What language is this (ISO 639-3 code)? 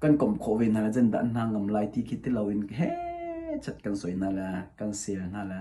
cnh